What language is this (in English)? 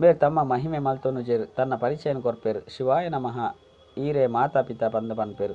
Tulu